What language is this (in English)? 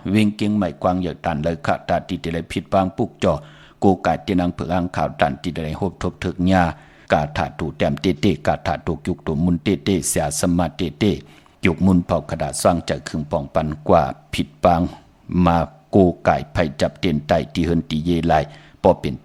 Shan